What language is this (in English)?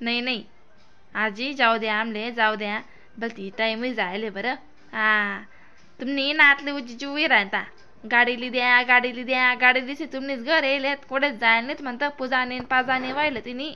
Khandesi